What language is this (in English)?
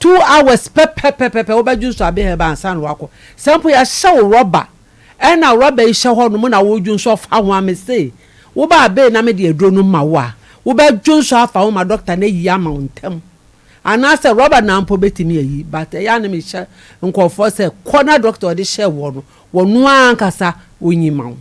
Akan